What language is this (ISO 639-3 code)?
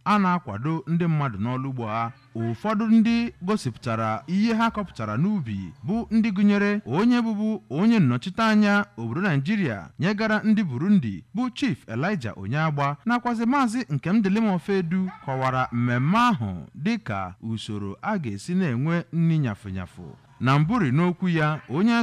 ibo